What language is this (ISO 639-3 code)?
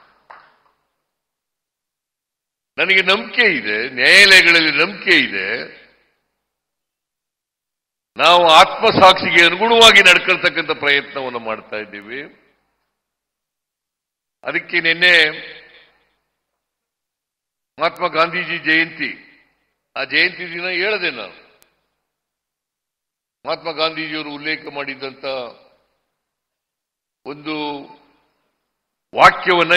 kan